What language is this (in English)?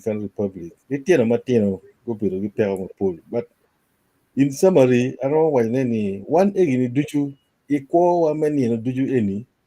Acoli